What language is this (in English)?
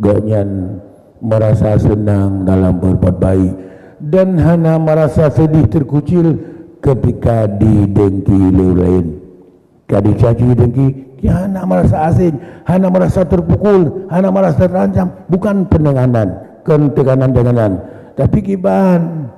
Achinese